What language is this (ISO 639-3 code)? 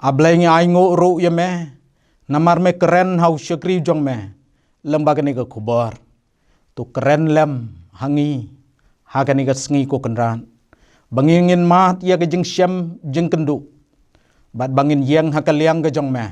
kha